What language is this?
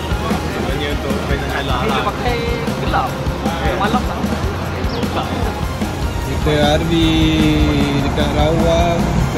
Malay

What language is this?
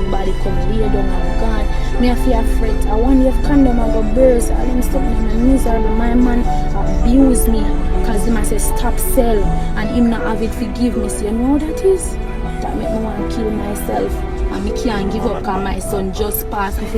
Jamaican Creole English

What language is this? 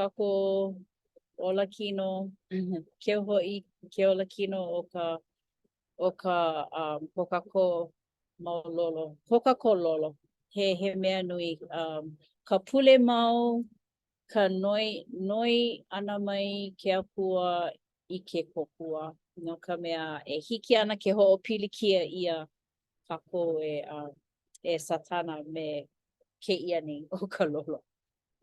Hawaiian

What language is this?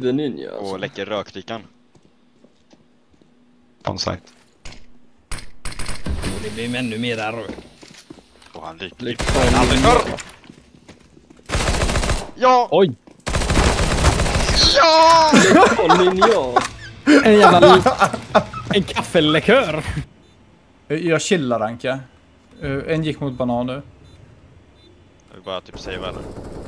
Swedish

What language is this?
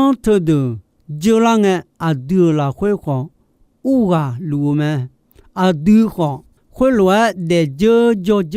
Akha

